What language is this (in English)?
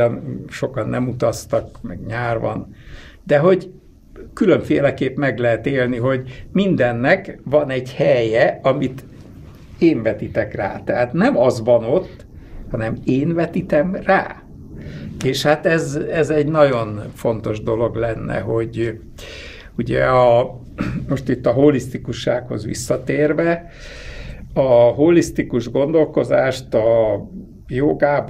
Hungarian